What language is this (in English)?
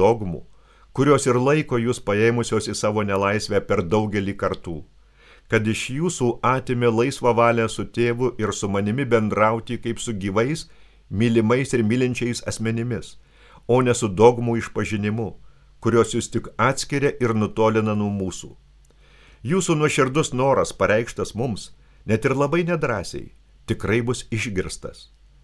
Lithuanian